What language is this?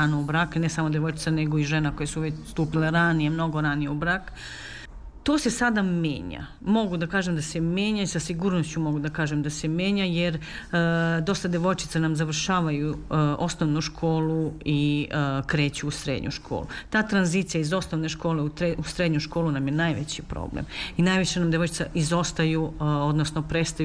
Serbian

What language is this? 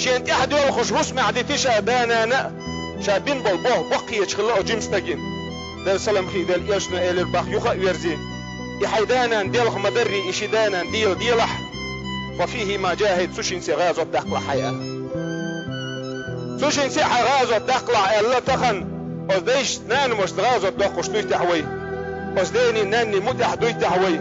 Chechen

